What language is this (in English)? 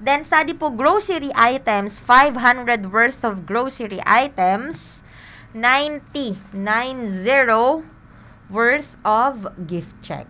Bikol